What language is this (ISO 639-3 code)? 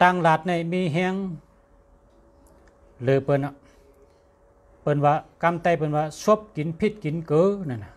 shn